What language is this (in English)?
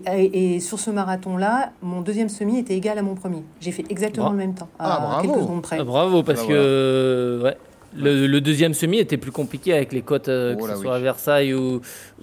French